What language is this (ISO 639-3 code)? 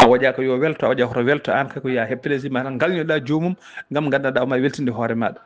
ful